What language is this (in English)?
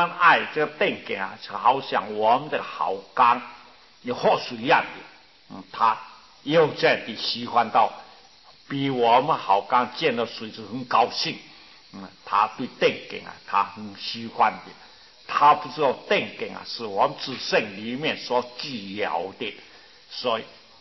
Chinese